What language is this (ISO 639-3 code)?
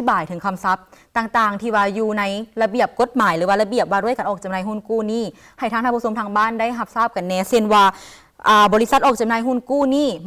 lao